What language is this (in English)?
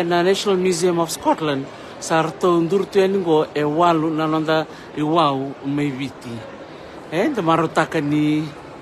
Fijian